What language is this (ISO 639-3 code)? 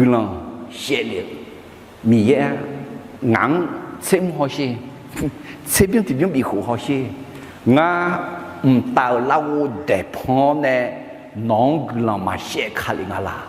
ahk